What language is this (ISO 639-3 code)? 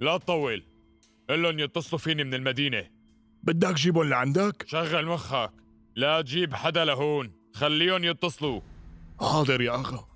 apc